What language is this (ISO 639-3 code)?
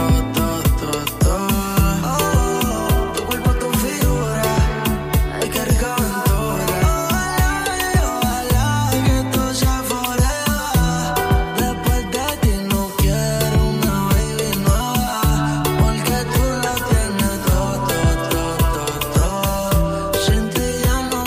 spa